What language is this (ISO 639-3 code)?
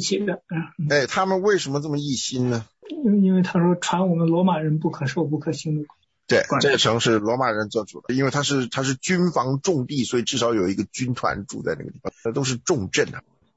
zho